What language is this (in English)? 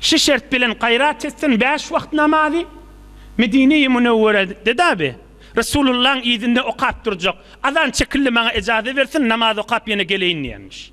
Turkmen